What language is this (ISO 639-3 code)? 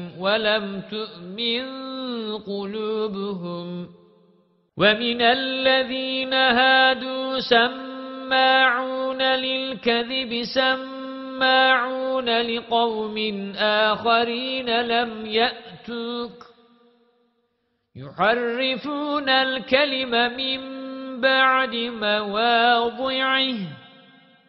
ara